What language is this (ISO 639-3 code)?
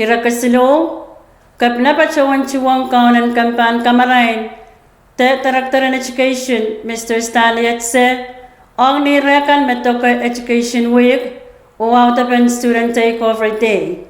pon